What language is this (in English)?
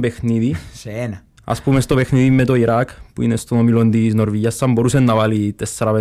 Greek